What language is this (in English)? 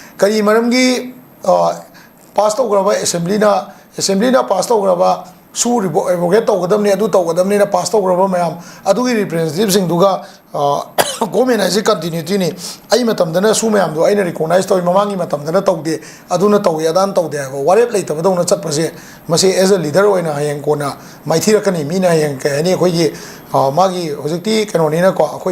Manipuri